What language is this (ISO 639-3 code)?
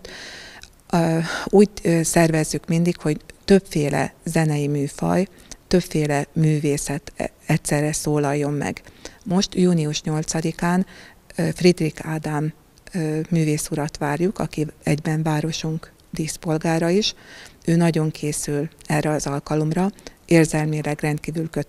hun